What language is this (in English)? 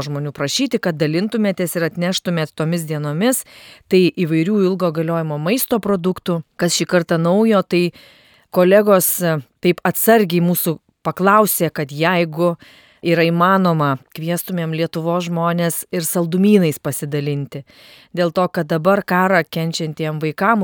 Lithuanian